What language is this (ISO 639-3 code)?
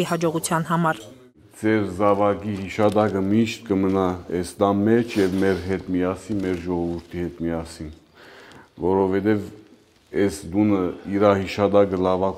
hye